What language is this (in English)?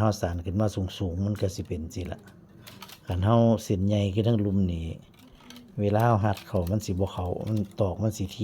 Northeastern Thai